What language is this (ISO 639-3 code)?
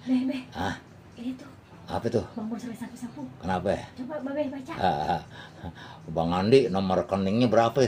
bew